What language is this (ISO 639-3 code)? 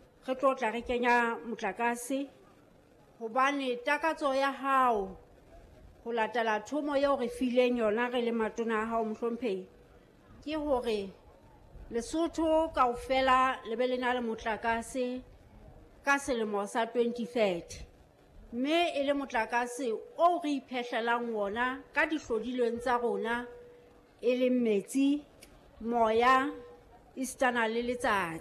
sot